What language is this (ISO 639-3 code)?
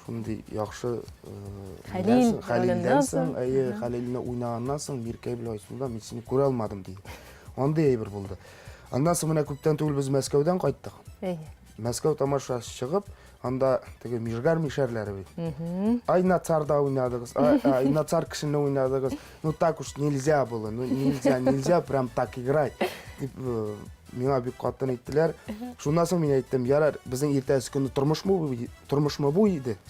tat